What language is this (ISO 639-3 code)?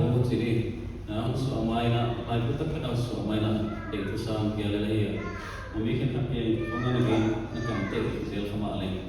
pck